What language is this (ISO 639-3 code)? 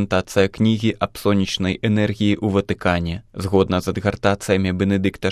bel